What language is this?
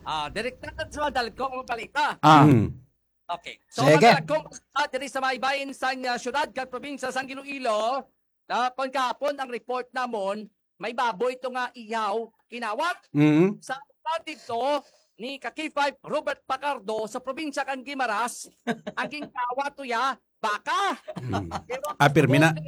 Hiligaynon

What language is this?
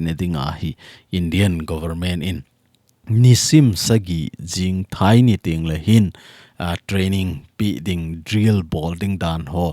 Thado Chin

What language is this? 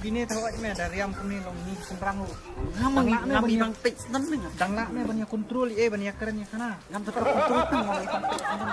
Khasi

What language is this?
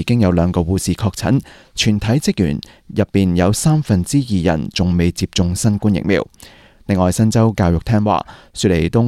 Cantonese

